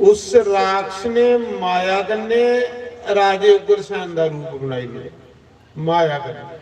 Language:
Dogri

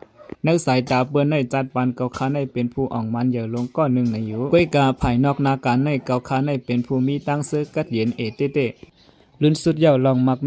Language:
Shan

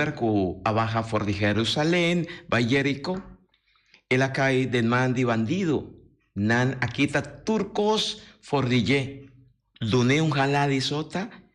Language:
Papiamento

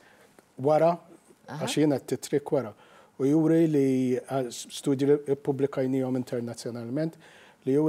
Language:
Maltese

